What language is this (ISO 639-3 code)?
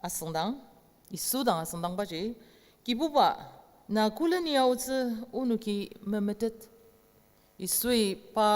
njo